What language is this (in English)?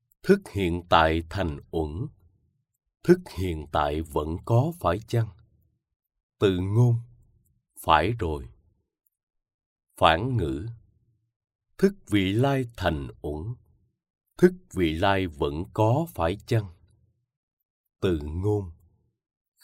Vietnamese